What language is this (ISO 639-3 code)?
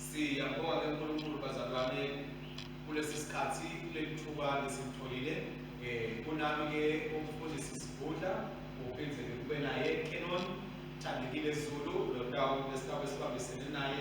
ssw